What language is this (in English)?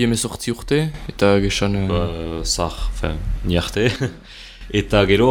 Basque